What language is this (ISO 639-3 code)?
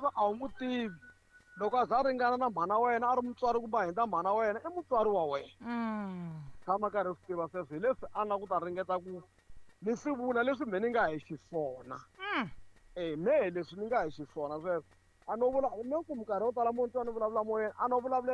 tso